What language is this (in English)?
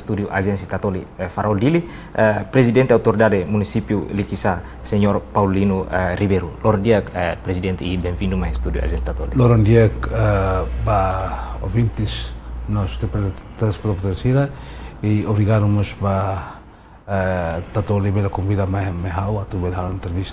Tetum